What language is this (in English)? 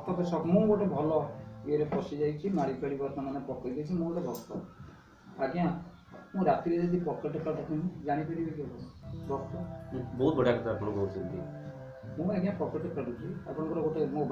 Odia